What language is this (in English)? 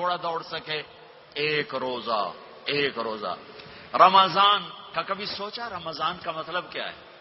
Urdu